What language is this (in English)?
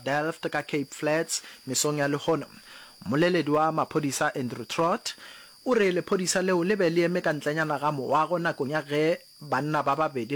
Northern Sotho